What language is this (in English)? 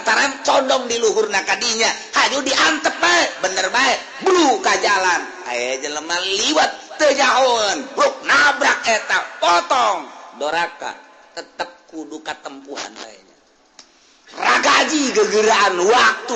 Sundanese